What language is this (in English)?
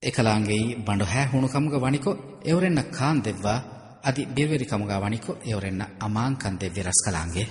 Divehi